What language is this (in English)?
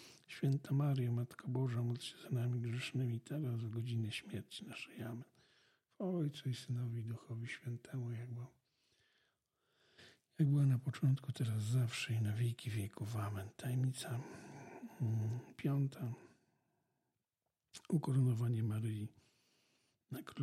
Polish